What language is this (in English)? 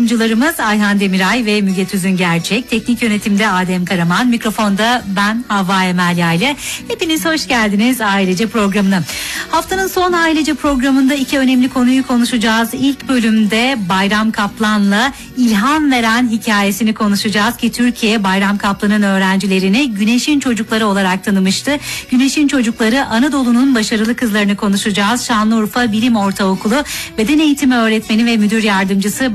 Turkish